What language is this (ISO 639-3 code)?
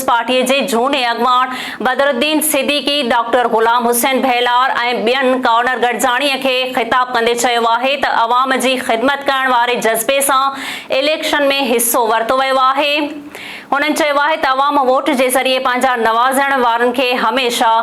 snd